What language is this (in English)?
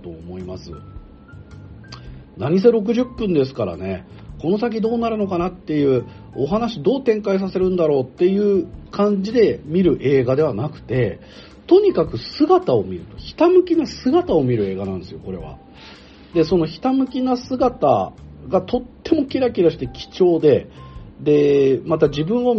Japanese